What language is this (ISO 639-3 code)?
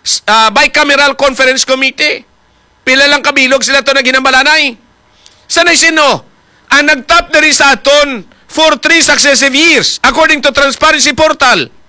hil